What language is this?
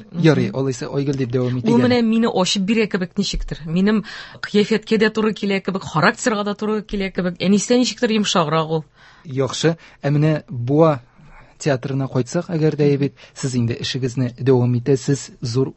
Tatar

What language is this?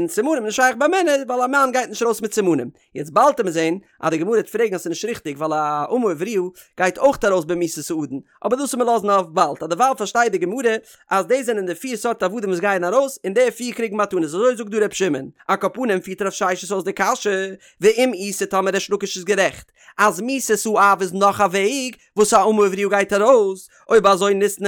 Yiddish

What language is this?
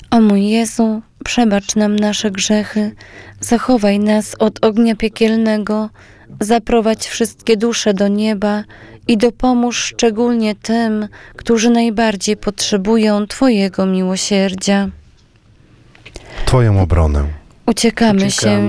Polish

